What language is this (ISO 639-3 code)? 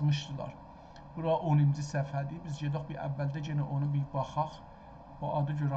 azb